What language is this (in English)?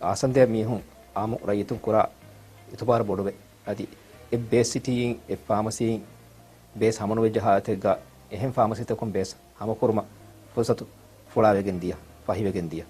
Divehi